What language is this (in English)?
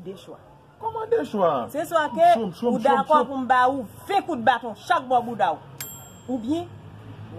Haitian Creole